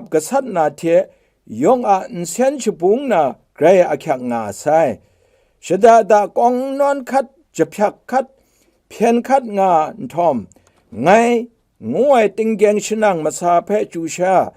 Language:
Kachin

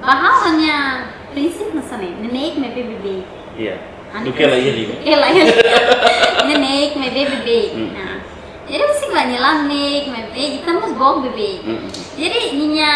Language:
Tetum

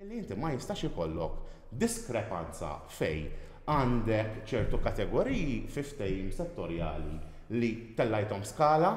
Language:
Maltese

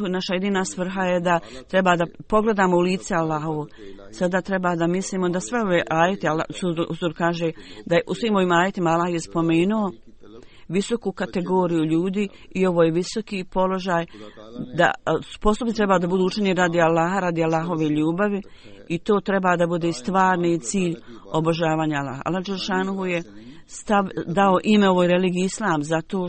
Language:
Croatian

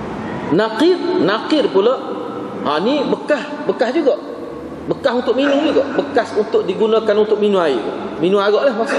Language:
Malay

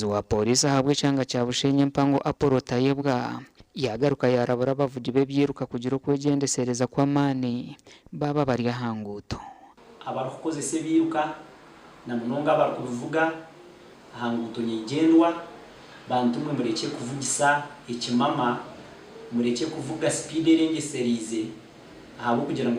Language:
Nyankole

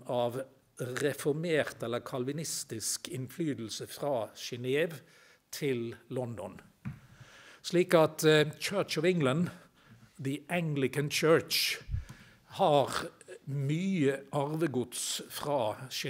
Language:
Norwegian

